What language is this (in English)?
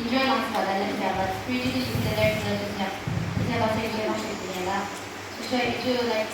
Yimchungru Naga